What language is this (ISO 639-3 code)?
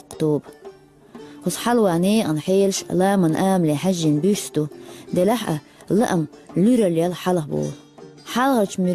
che